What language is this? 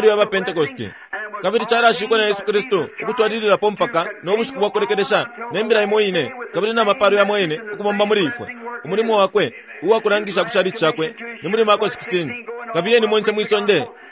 Bemba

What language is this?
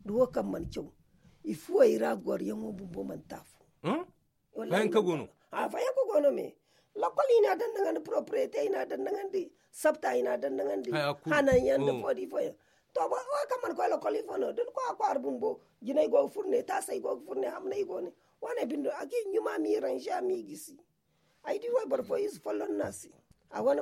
Zarma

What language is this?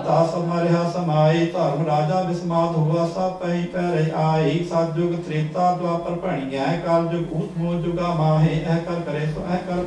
Punjabi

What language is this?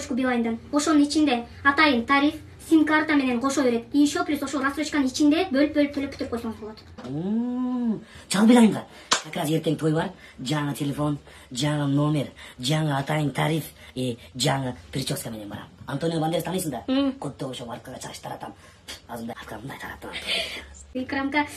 Kyrgyz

